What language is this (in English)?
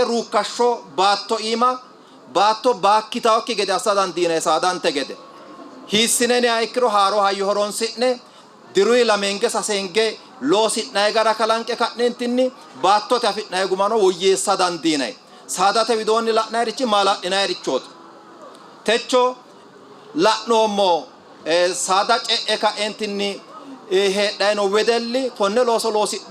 Sidamo